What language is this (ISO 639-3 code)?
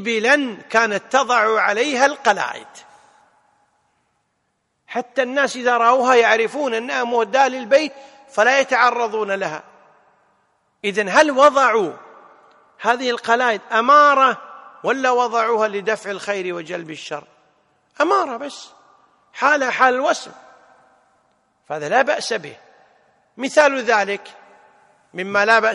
ara